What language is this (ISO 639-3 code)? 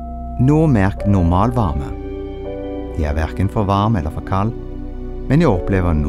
nor